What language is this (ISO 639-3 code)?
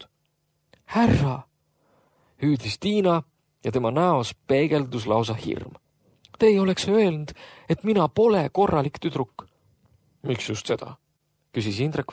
est